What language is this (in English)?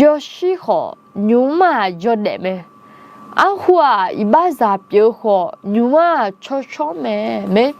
Akha